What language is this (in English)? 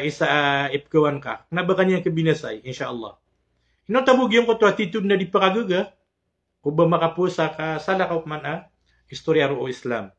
Maranao